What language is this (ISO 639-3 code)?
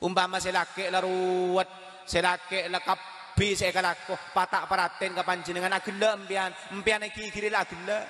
mad